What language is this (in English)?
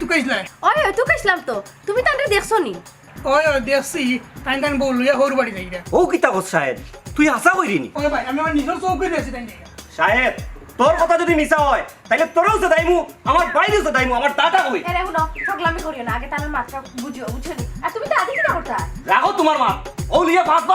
Sylheti